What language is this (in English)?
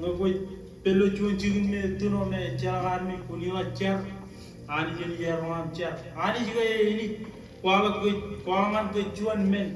Marshallese